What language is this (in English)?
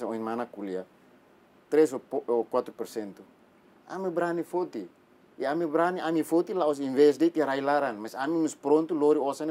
Tetum